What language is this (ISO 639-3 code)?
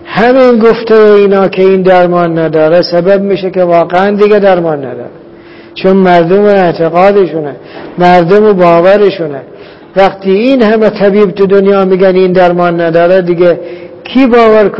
fas